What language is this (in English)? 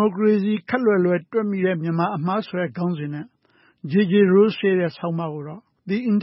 Burmese